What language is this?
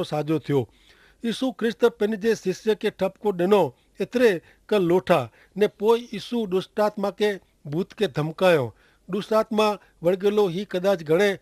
Kachhi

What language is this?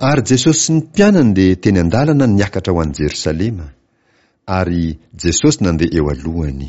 Malagasy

